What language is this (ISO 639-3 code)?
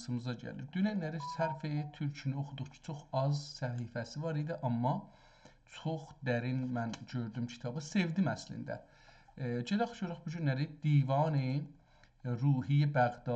azb